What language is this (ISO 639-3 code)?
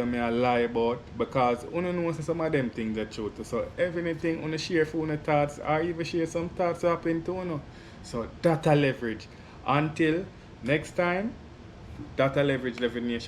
jam